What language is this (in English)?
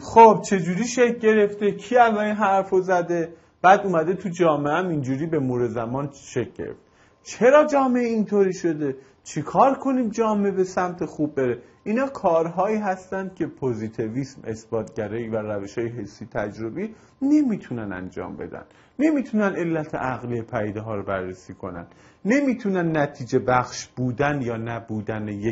Persian